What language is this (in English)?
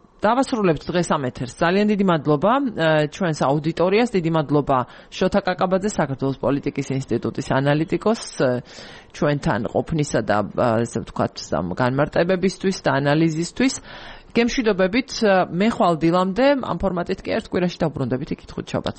Georgian